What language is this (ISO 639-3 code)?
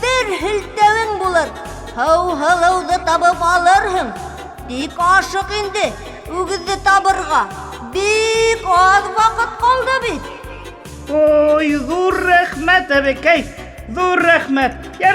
bak